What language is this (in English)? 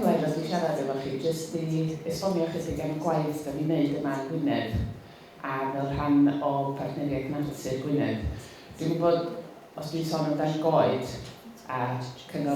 Welsh